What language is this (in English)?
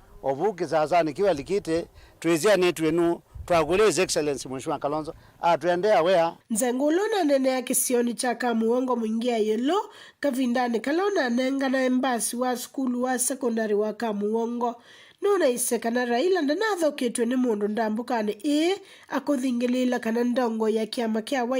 Kamba